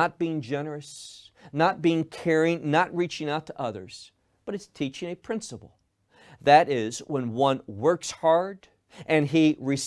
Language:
English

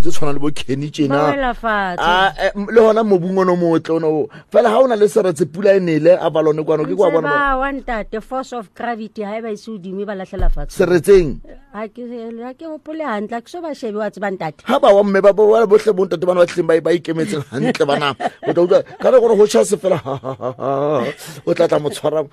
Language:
Southern Sotho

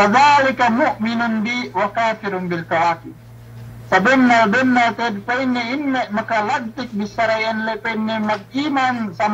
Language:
Yakan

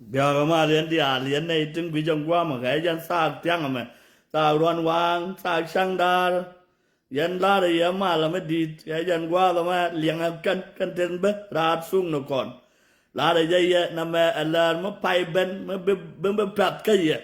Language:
Nuer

